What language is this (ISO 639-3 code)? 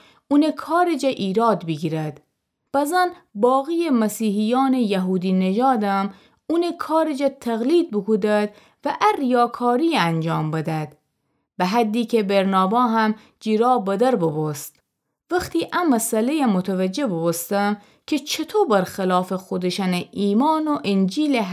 glk